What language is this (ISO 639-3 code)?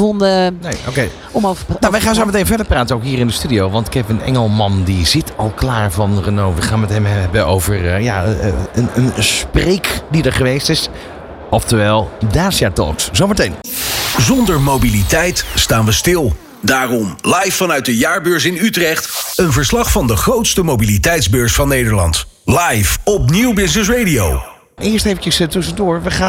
nld